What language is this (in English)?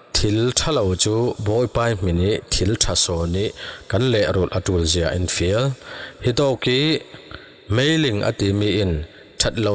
Falam Chin